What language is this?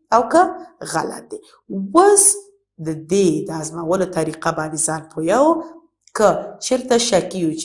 Pashto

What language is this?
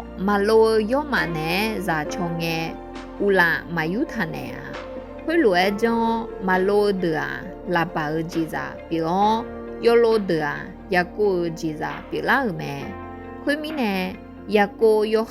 Akha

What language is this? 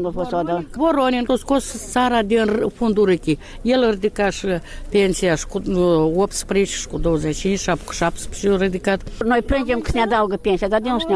Romanian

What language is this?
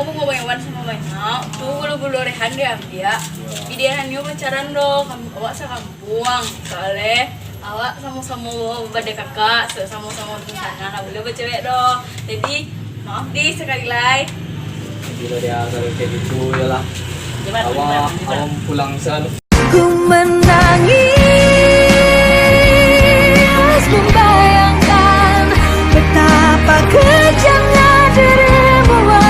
Minangkabau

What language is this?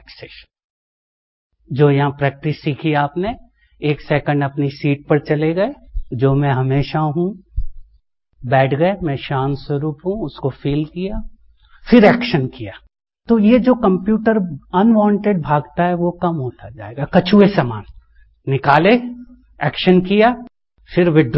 Hindi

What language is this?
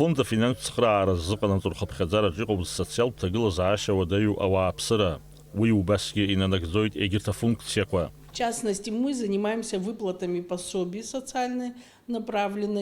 Abkhazian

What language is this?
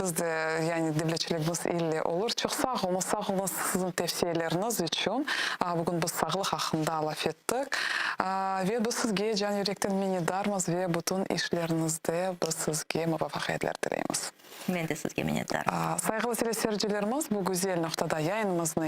Crimean Tatar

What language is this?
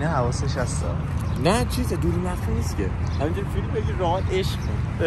Persian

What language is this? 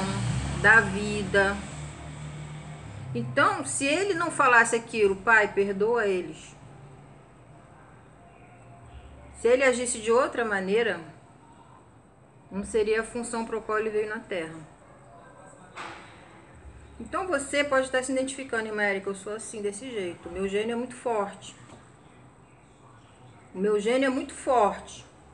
Portuguese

